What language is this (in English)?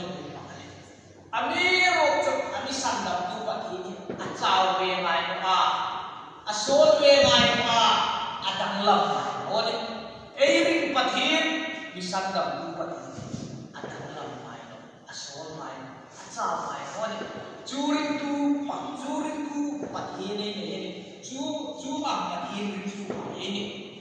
Hmar